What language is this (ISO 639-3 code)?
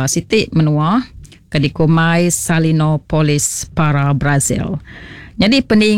iba